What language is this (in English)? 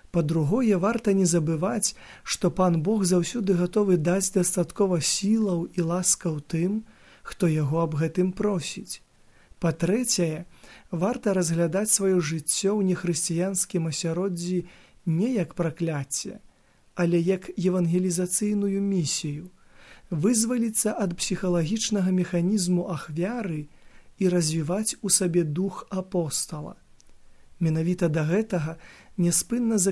Belarusian